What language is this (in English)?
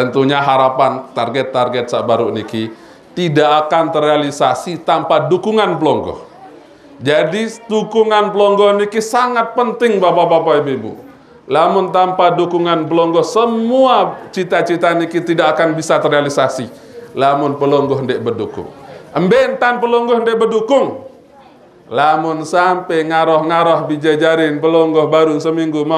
Sasak